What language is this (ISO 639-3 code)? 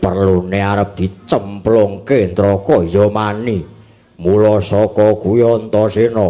jav